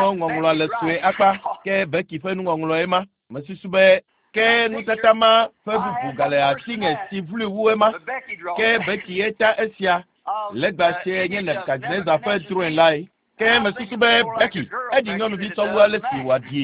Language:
Ewe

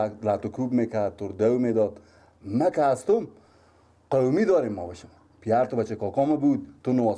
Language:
Persian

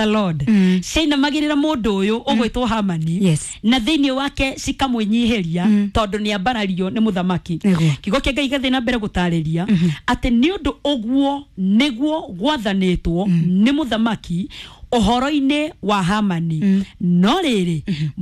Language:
Kikuyu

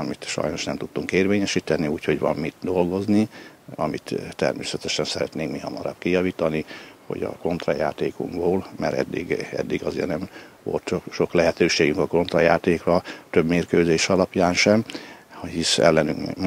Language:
Hungarian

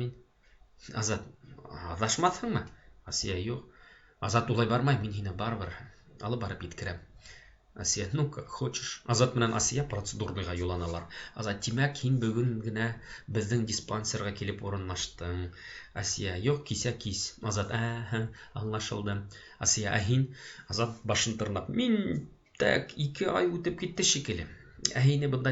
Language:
Bashkir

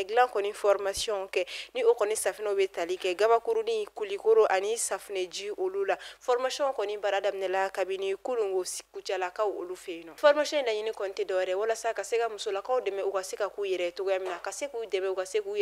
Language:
Bambara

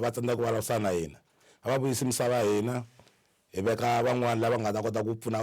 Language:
Tsonga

